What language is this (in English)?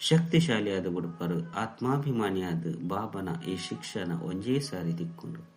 Tulu